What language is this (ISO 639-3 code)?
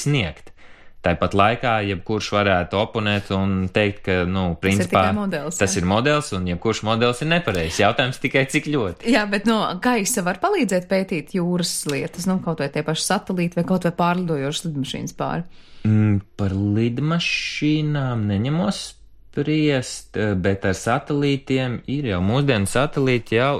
lav